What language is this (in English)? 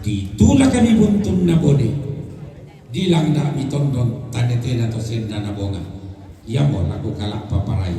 Toraja-Sa'dan